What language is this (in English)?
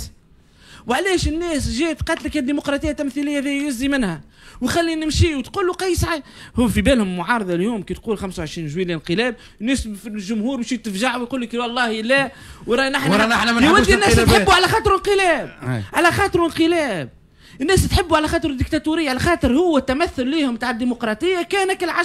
Tunisian Arabic